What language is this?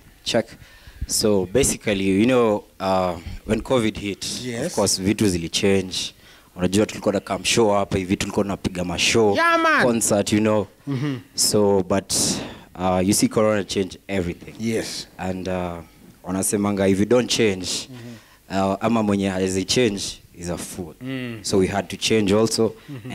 Swahili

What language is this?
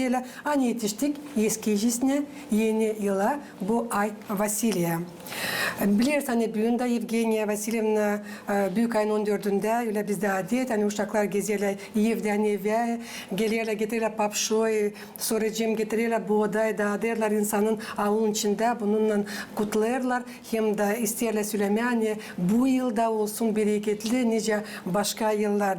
Gagauz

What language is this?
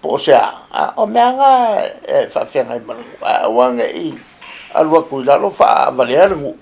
Samoan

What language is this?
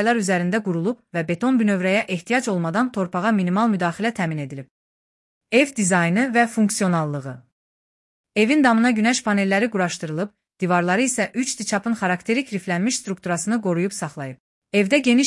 Azerbaijani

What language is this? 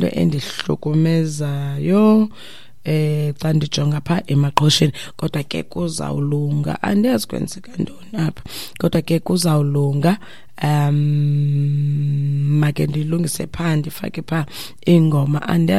Xhosa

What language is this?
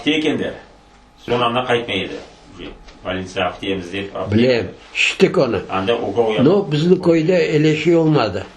Crimean Tatar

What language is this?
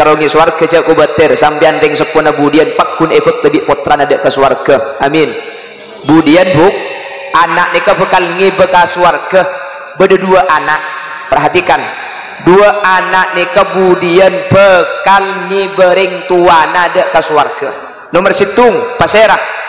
Madurese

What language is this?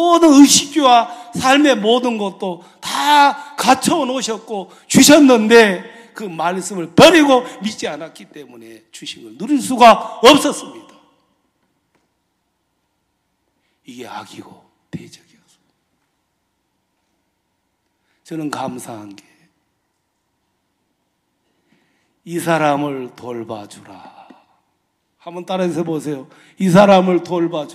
Korean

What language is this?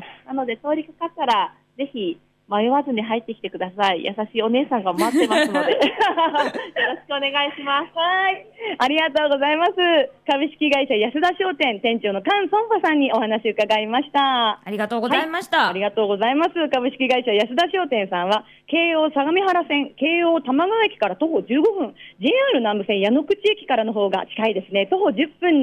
Japanese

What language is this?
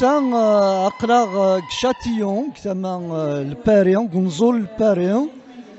Kabyle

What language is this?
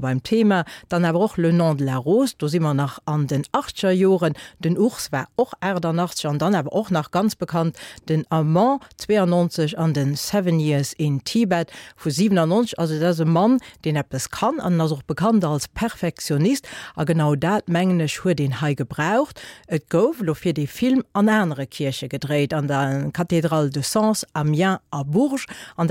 Luxembourgish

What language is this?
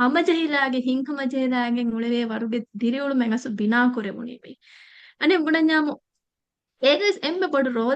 Divehi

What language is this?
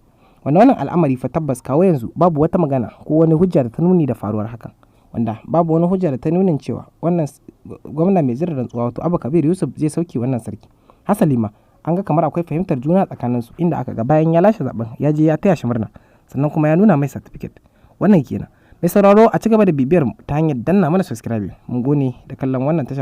Hausa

